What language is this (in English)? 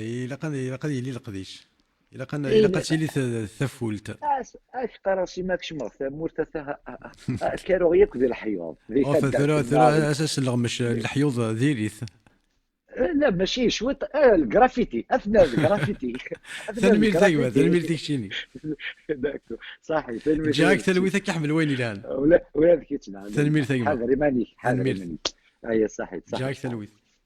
Kabyle